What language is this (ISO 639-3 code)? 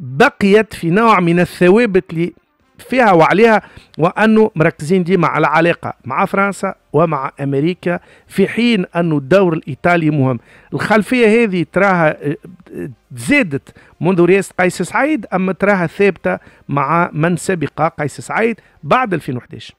aeb